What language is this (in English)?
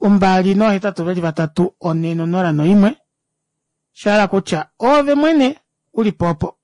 Kuanyama